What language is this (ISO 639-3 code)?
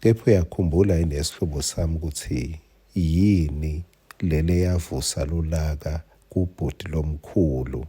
ssw